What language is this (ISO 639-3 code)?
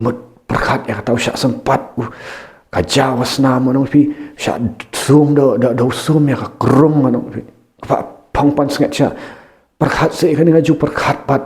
kha